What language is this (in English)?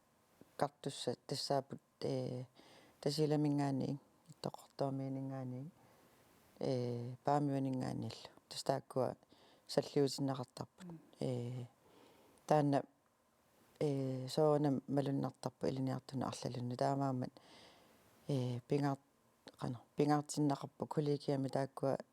Kalaallisut